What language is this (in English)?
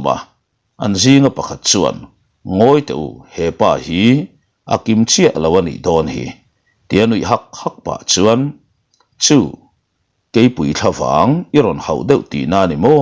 Mizo